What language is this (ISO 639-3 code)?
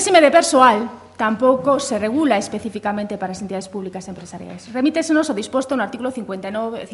glg